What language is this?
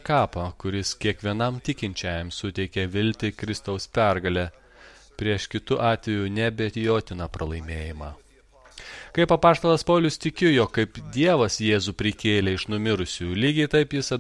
Lithuanian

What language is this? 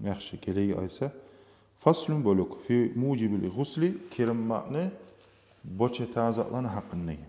Kumyk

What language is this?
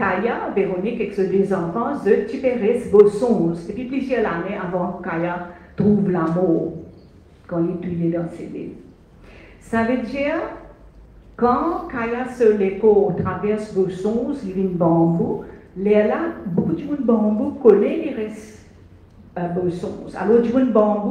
Morisyen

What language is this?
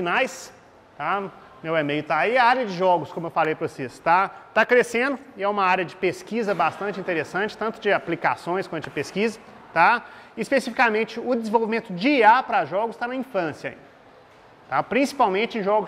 Portuguese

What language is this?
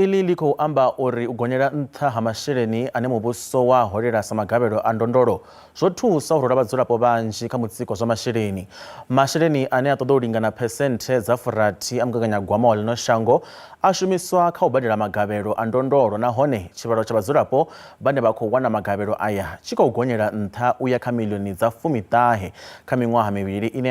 Venda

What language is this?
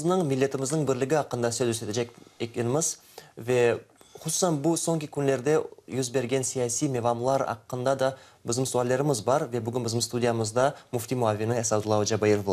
Crimean Tatar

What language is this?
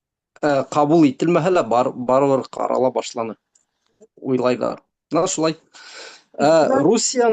Bashkir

